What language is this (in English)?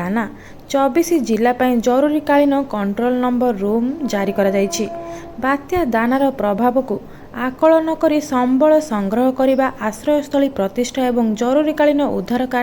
Odia